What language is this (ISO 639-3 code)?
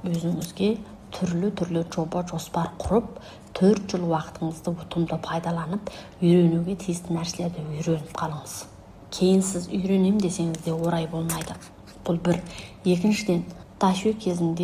kaz